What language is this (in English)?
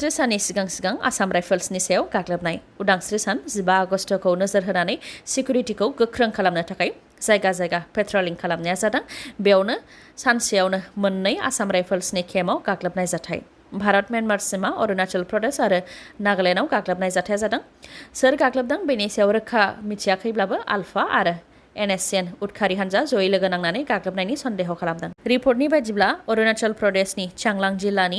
Bodo